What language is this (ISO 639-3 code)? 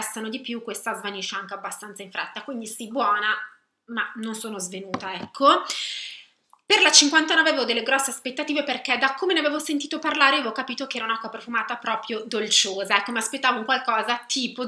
ita